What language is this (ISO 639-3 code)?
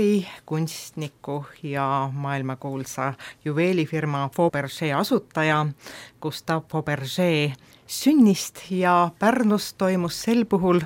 est